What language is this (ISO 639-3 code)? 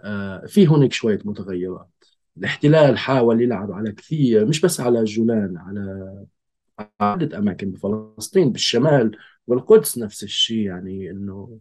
apc